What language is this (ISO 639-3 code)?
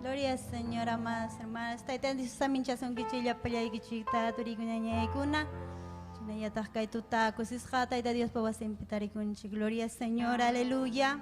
quy